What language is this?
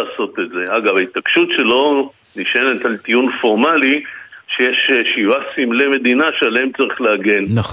Hebrew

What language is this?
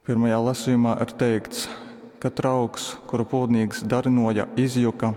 Latgalian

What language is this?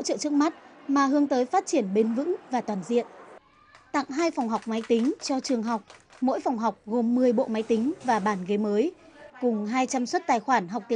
Vietnamese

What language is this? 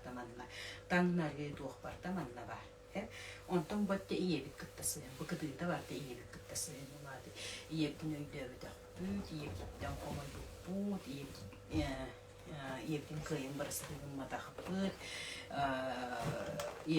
Yakut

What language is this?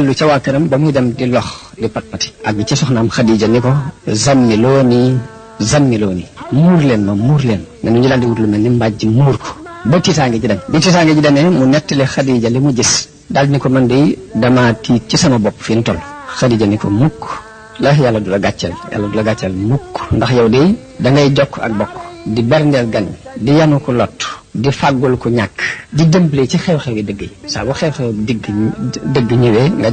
Wolof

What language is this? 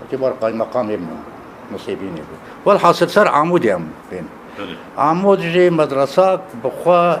Kurdish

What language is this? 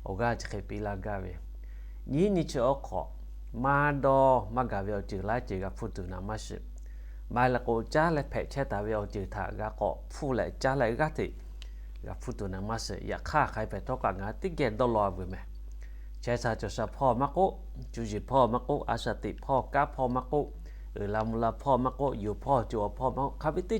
Lahu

